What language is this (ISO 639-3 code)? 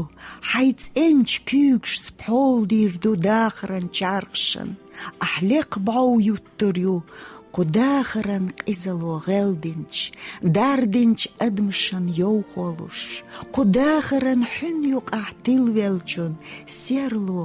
che